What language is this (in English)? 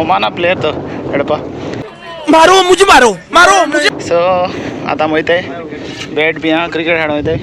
Konkani